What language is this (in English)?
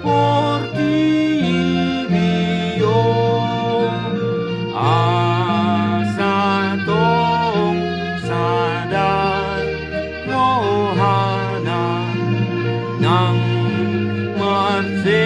Batak Toba